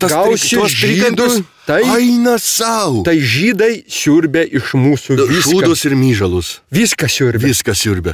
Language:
Lithuanian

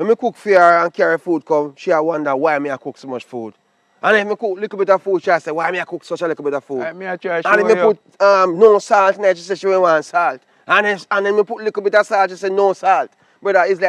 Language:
Jamaican Creole English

